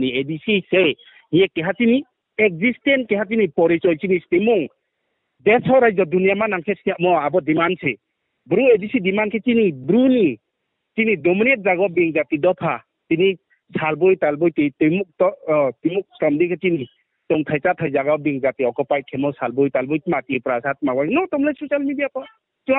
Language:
Riang (India)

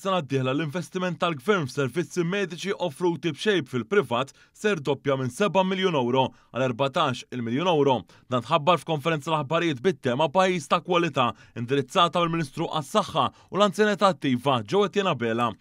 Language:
Maltese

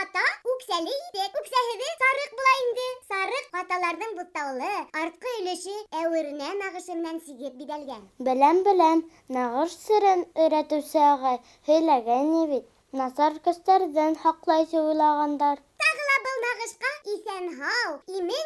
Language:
Bashkir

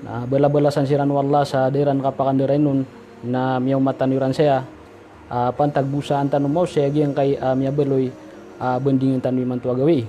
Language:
Maranao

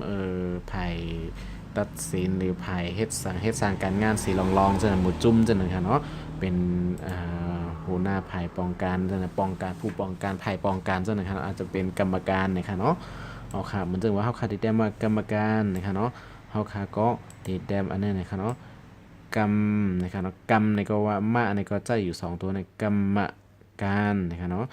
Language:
Shan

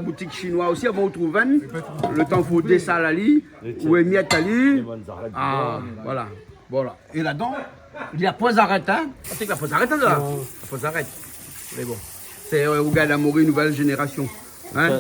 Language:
Réunion Creole French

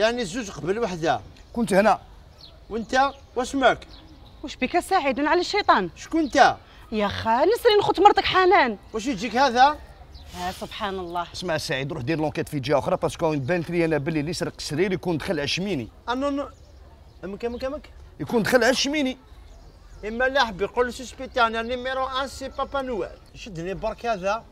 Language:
Algerian Arabic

